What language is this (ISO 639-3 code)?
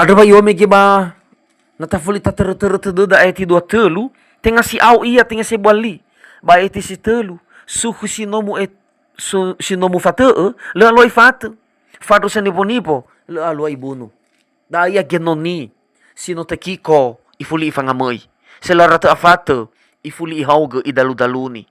nia